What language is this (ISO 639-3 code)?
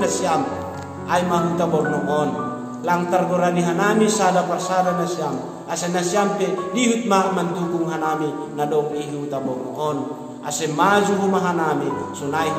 bts